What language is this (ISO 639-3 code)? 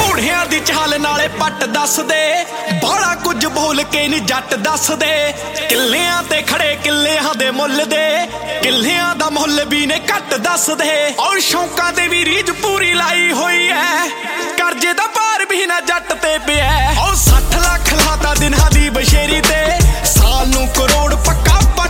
pan